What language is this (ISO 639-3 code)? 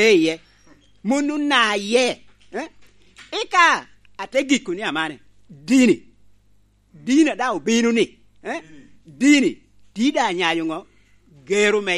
laj